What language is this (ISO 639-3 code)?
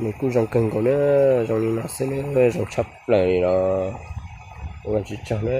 hmn